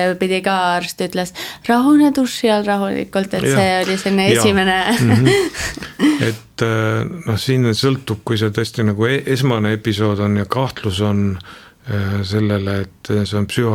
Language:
Estonian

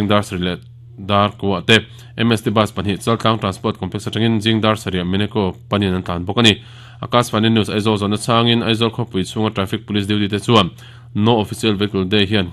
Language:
Mizo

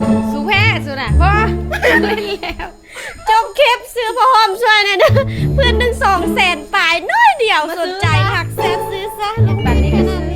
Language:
Lao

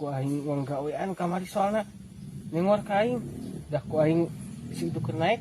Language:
Sundanese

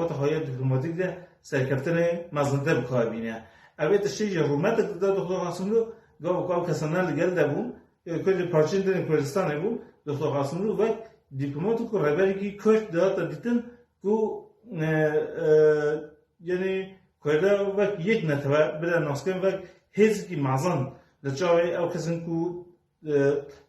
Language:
Kurdish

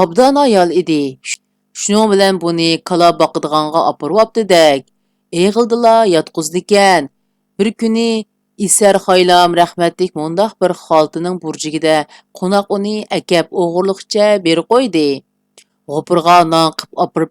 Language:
Uyghur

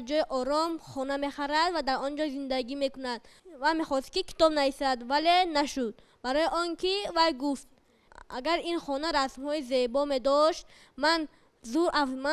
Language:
Tajik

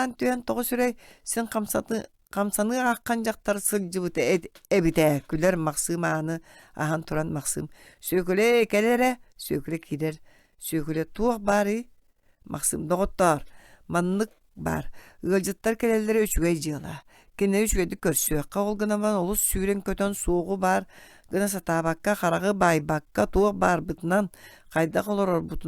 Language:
Yakut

